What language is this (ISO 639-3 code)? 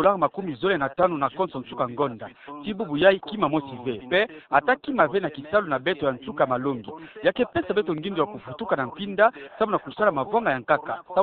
ktu